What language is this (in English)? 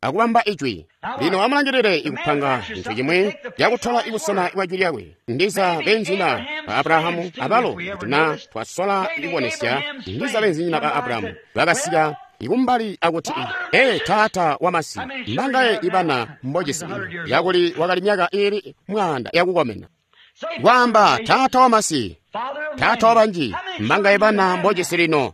Tonga (Zambia)